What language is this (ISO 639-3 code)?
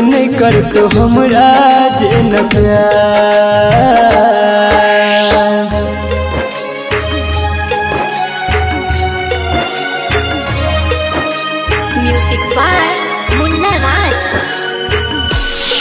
bho